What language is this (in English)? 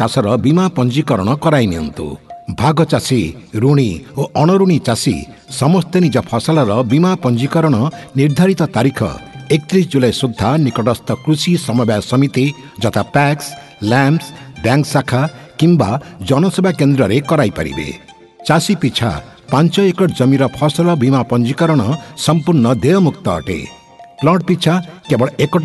Odia